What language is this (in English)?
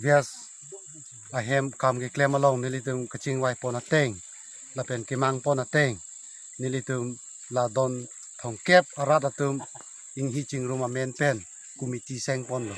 Karbi